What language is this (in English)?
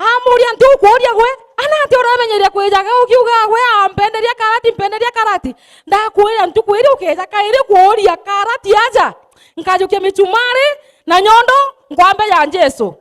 Meru